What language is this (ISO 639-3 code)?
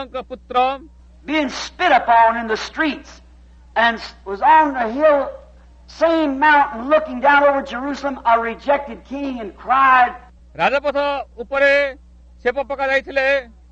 ori